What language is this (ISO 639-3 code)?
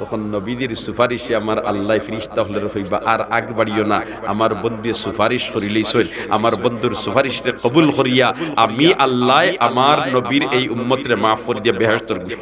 syl